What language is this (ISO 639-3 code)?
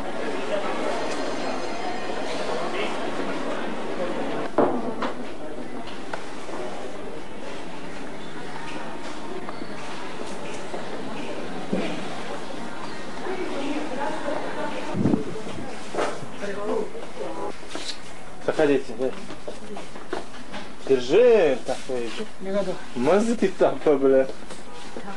heb